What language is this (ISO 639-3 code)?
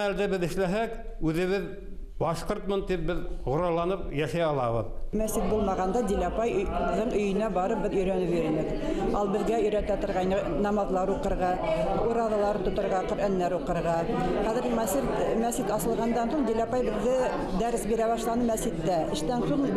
bak